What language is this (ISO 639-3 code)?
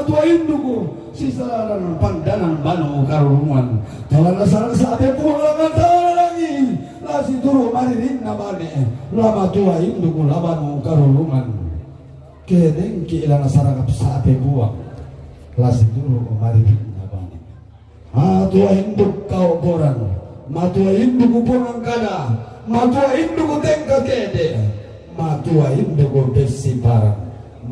sda